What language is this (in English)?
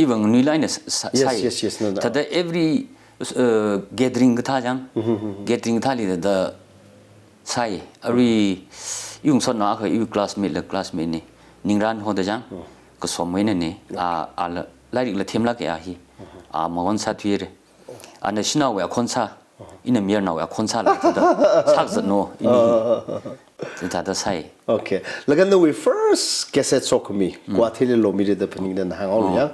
Tangkhul Naga (India)